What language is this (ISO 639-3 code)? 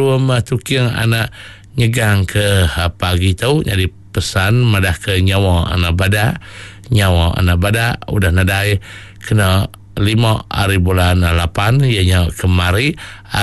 iba